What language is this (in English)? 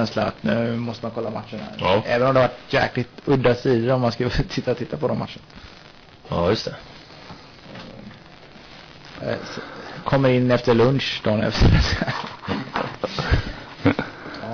Swedish